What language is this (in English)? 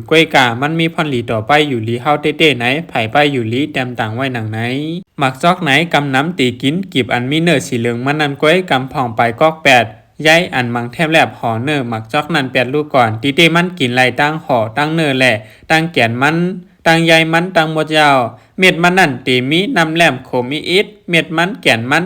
Shan